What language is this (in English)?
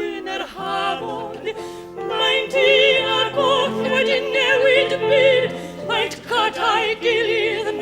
Welsh